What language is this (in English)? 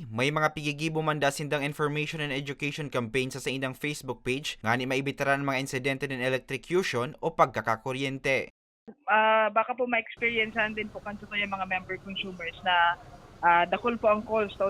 Bikol